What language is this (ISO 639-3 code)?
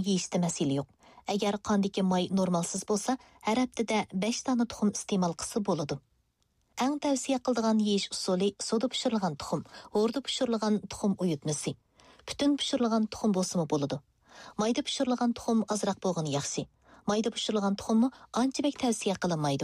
uig